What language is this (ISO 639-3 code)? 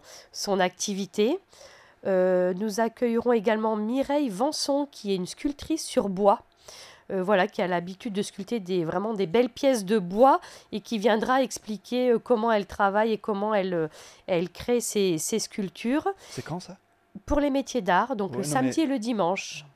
fra